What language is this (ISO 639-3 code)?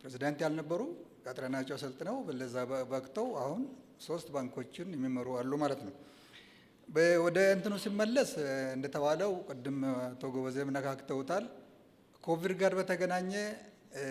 amh